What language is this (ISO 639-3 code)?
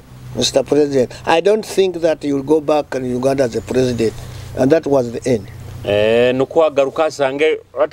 nyo